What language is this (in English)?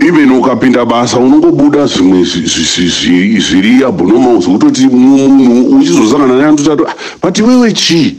Shona